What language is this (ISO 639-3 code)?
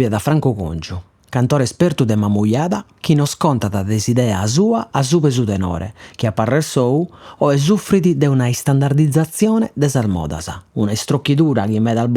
srd